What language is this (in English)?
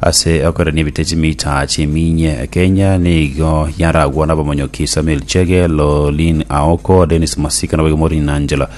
Gusii